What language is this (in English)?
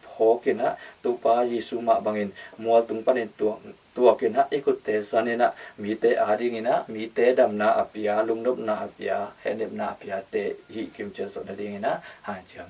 Tedim Chin